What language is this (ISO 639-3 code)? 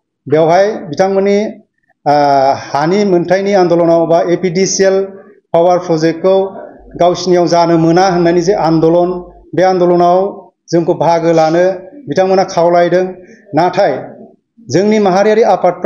brx